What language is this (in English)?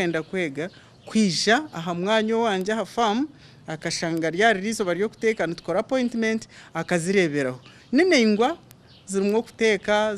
Nyankole